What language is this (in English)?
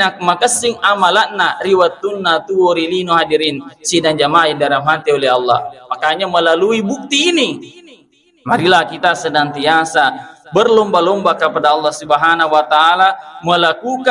Buginese